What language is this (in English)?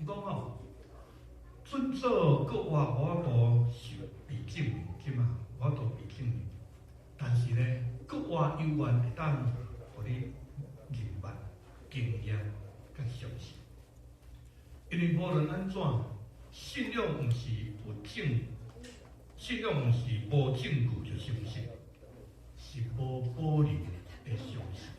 Min Nan Chinese